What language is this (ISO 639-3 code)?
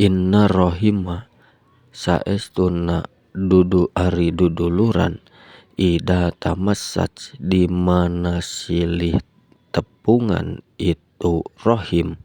sun